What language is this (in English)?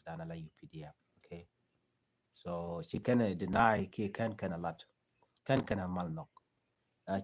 Nuer